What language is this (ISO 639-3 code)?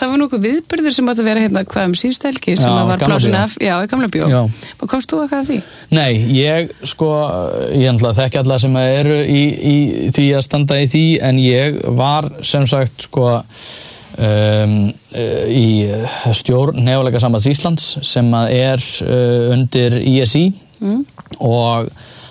isl